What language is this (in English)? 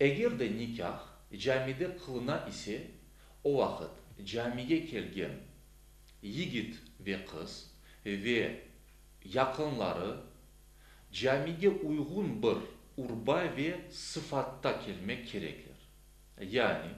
Crimean Tatar